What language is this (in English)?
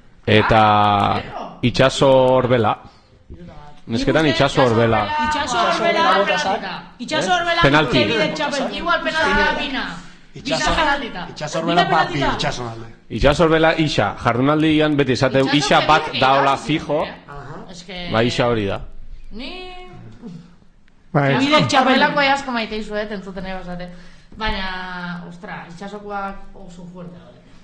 Basque